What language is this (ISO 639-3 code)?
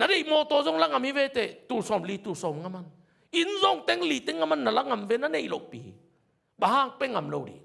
ctd